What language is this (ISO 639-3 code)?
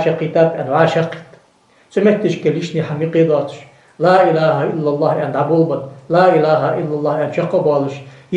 inh